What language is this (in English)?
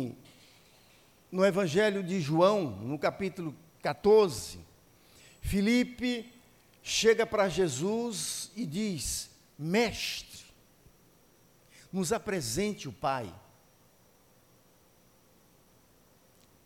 Portuguese